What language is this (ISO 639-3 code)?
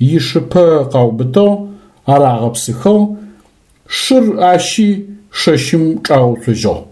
ady